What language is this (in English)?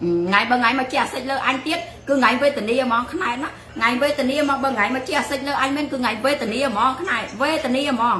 Khmer